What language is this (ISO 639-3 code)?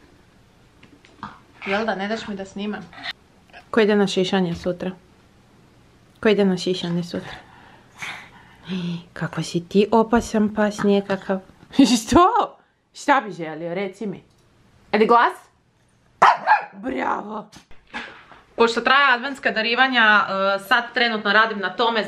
hrv